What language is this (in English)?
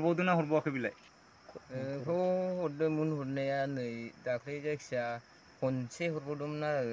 Bodo